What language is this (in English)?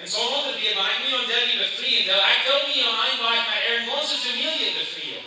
Plautdietsch